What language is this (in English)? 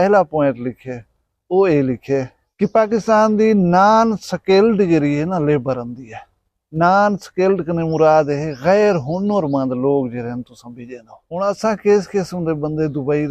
Saraiki